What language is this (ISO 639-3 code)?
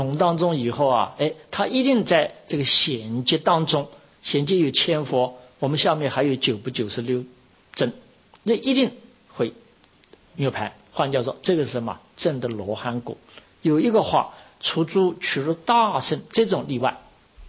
zho